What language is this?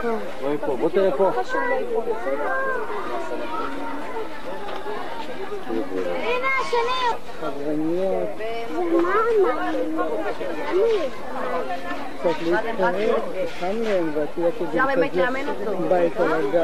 Hebrew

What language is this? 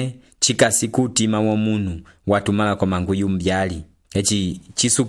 Umbundu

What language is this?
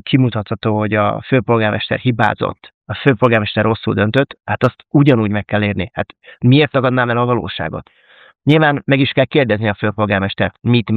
Hungarian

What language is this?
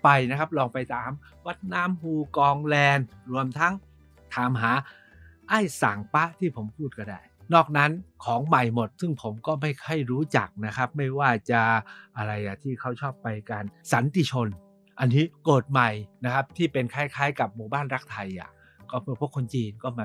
Thai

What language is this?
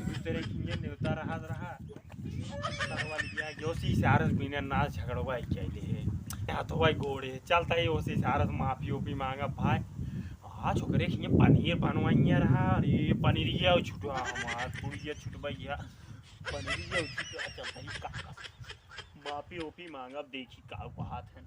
Awadhi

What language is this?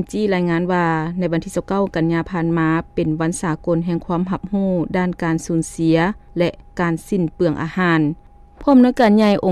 Lao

